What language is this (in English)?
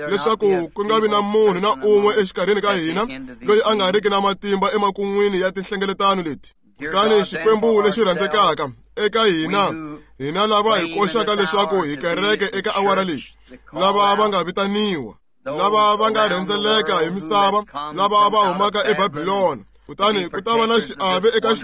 Tsonga